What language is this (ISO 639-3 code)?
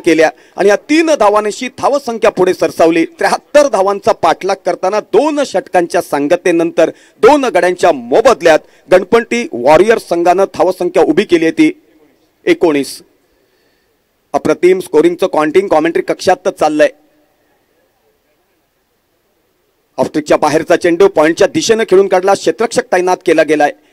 mar